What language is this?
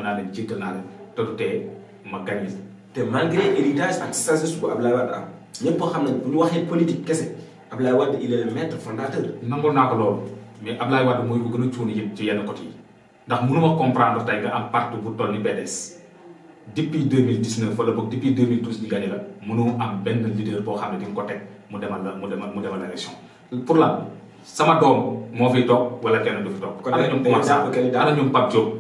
Wolof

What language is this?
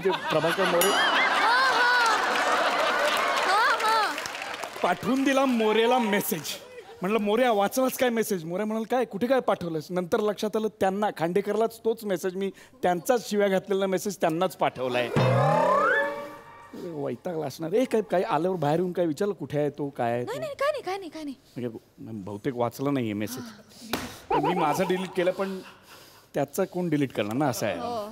Marathi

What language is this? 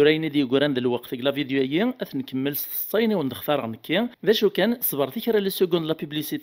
Kabyle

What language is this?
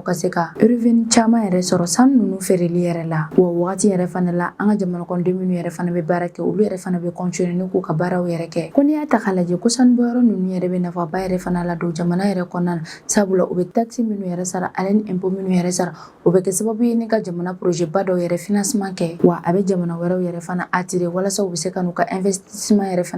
Bambara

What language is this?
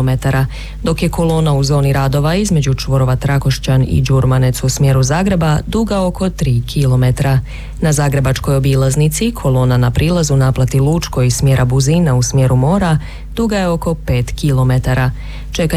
Croatian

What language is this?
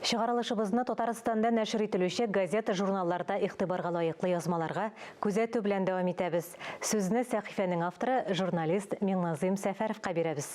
Tatar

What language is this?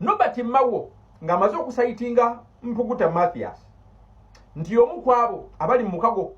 Ganda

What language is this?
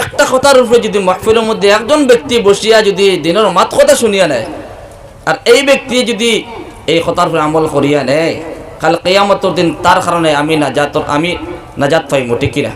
Sylheti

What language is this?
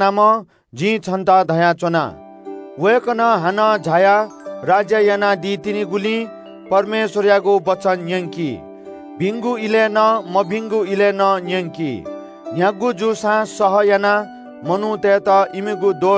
Newari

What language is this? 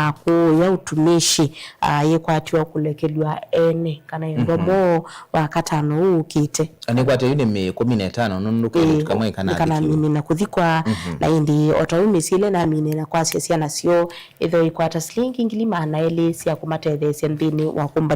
Kamba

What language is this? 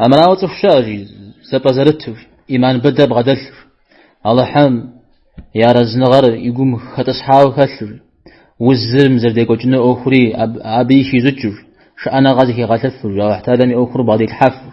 Kabardian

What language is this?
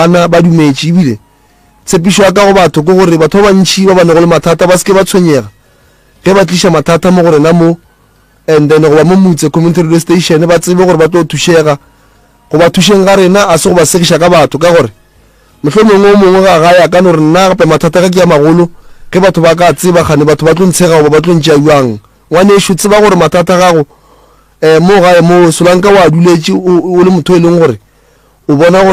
Northern Sotho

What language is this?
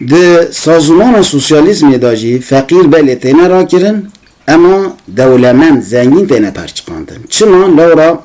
Kurdish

